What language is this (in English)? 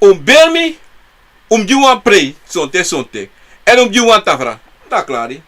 Sranan Tongo